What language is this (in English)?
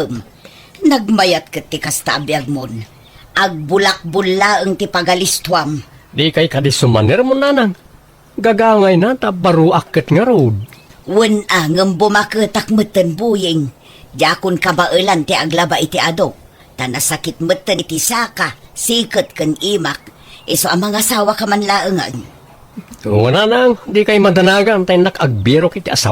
Iloko